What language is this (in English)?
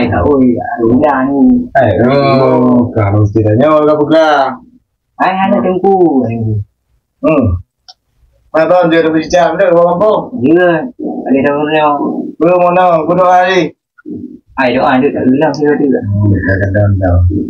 Achinese